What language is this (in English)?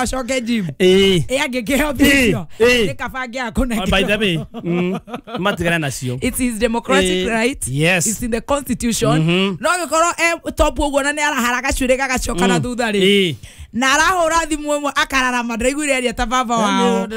Kikuyu